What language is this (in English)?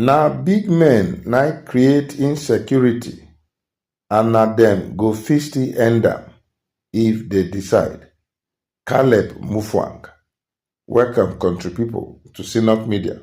Nigerian Pidgin